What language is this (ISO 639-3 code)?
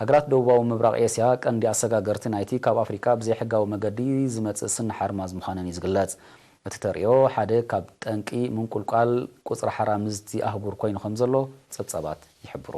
tir